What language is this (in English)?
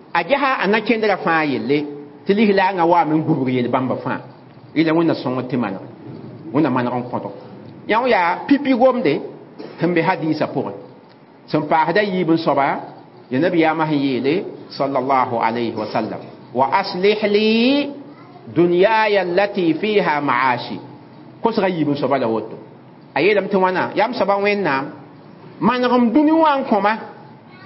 Mossi